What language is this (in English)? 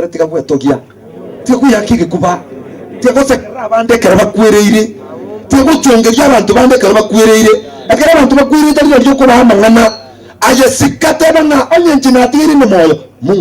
Gusii